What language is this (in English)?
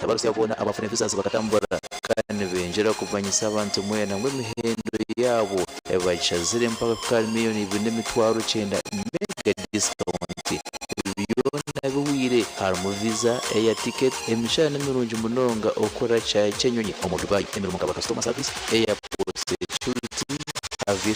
Nyankole